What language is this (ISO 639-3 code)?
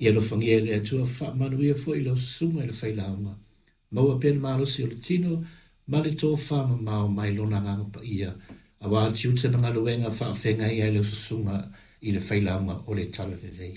smo